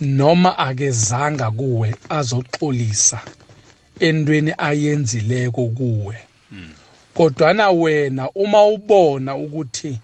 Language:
South Ndebele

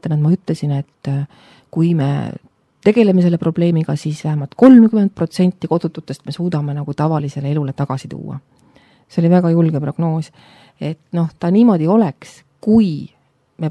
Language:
Estonian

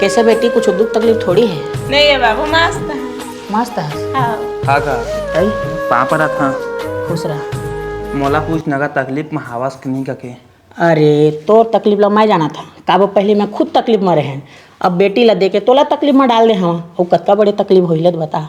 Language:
Chhattisgarhi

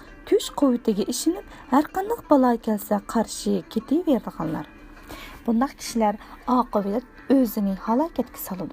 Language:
Uyghur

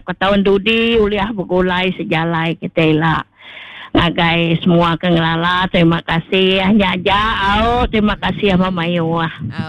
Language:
Iban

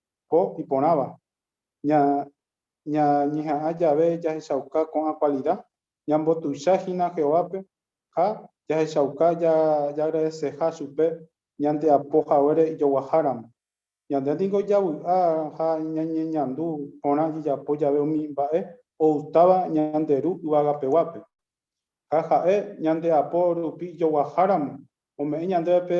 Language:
Guarani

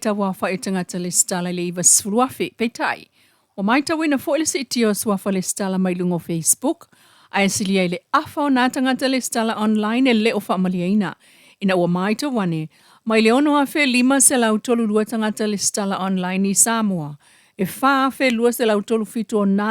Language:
Samoan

